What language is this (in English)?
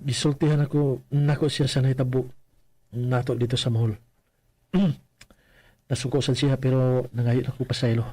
Cebuano